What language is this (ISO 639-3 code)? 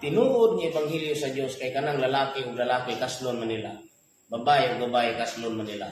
ceb